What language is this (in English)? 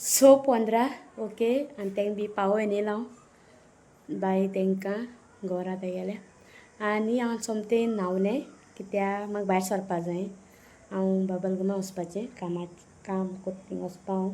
Konkani